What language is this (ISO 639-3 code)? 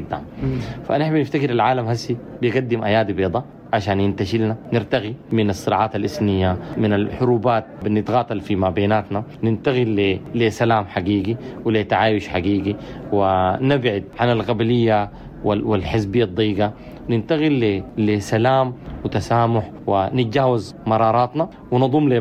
apd